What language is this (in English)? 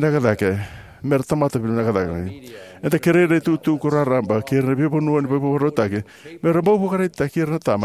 Fijian